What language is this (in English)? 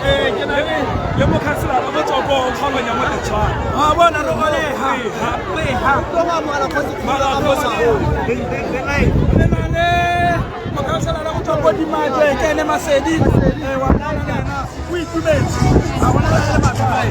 Tswana